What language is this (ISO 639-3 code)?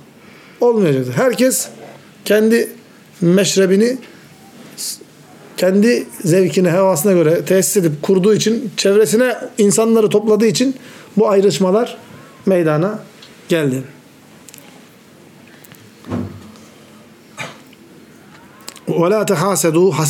tur